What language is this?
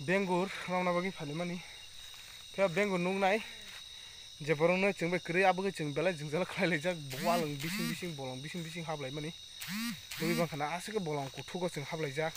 Kok Borok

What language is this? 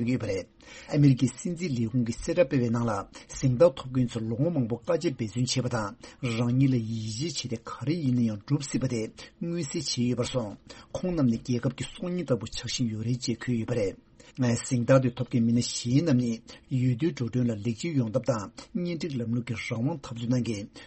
Tibetan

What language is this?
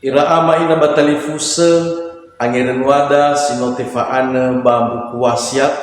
Nias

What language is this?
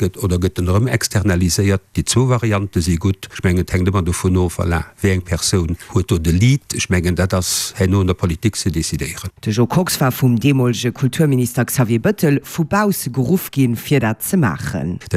Luxembourgish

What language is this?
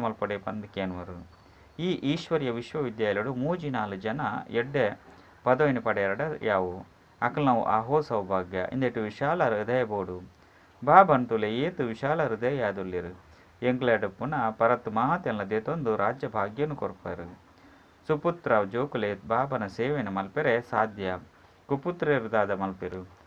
Tulu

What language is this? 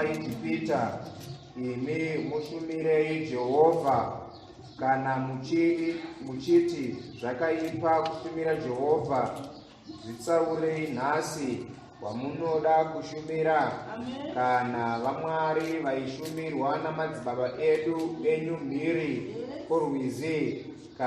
Shona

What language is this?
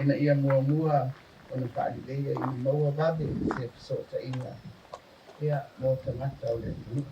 Samoan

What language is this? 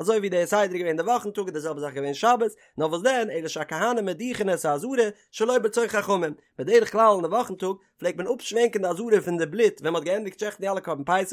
Yiddish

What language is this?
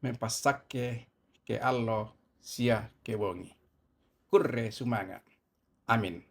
Toraja-Sa'dan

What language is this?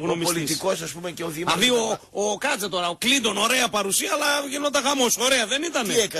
Greek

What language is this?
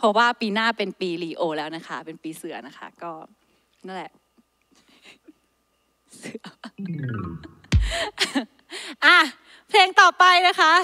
Thai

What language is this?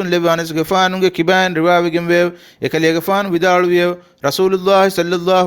Divehi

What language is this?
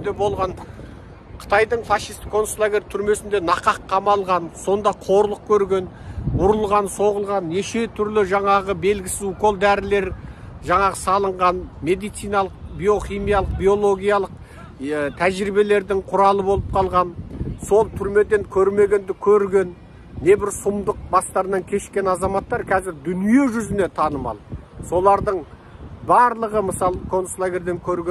Kazakh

